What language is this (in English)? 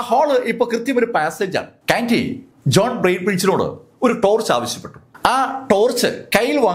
Malayalam